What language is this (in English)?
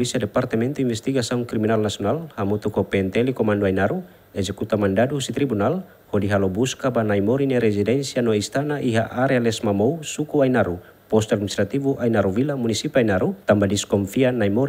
Tetum